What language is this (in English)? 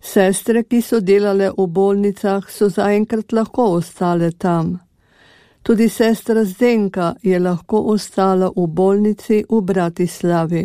Slovenian